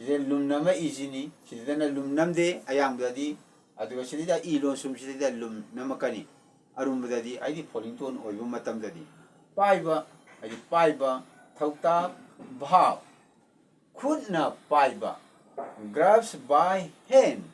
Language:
Manipuri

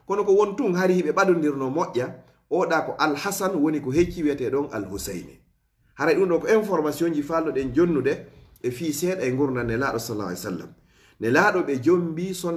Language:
Fula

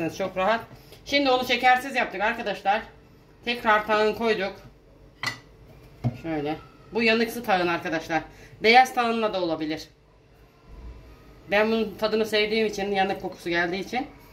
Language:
Turkish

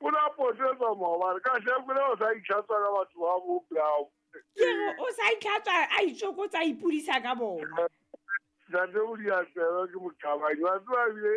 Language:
Southern Sotho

